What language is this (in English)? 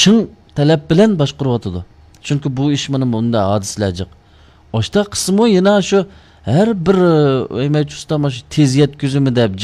Uyghur